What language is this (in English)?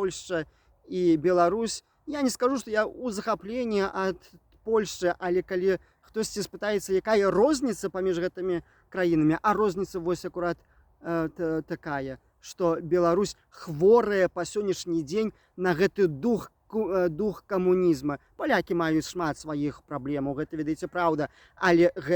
Belarusian